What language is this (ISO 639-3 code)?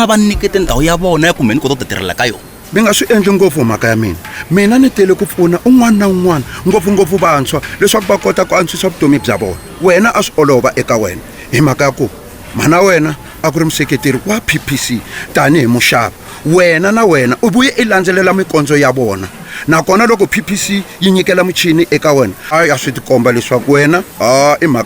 tso